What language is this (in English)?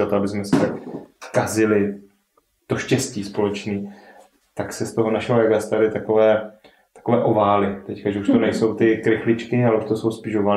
Czech